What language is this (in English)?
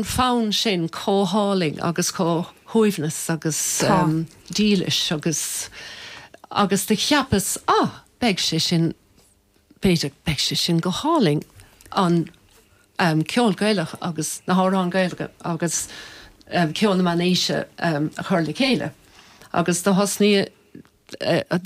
Irish